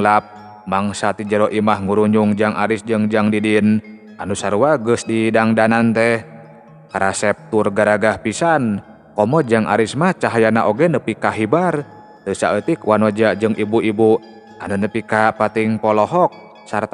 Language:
Sundanese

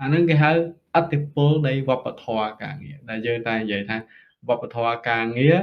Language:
Khmer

